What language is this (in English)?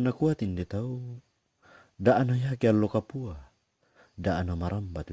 Toraja-Sa'dan